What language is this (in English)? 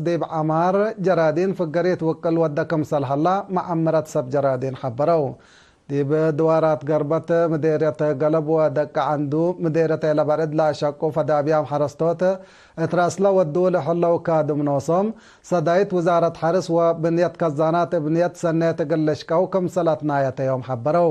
Tigre